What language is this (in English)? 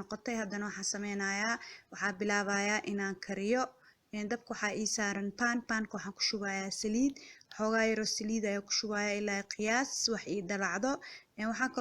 Somali